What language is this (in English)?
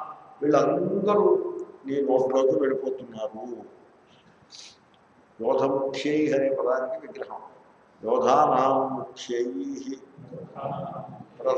Telugu